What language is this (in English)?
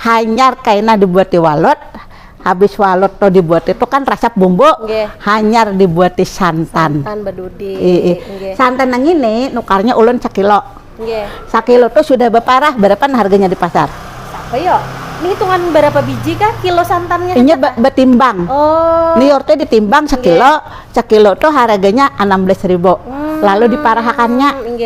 Banjar